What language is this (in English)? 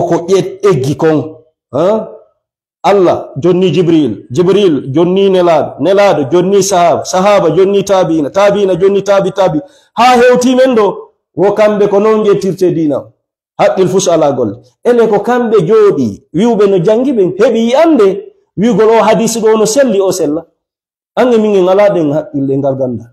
Fula